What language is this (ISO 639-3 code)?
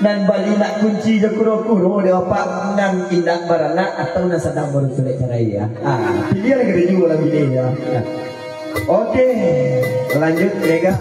min